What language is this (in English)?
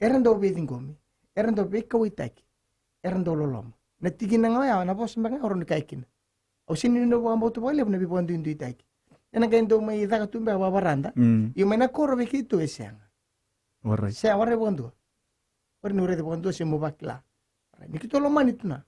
Fijian